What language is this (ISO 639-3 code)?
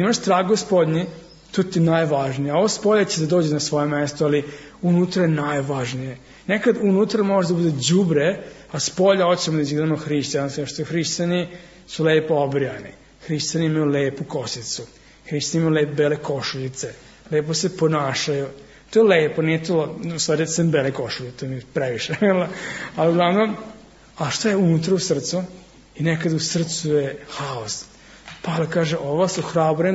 srp